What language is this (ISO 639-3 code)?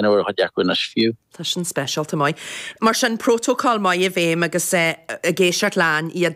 gle